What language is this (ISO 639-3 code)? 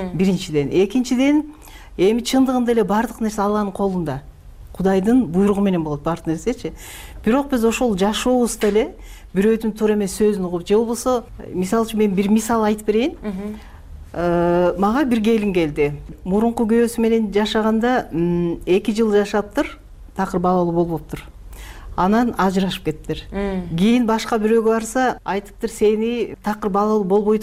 kir